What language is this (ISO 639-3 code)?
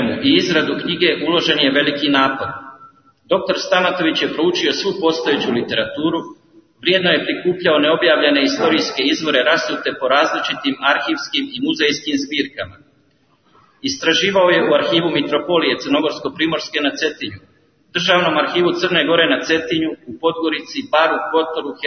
srp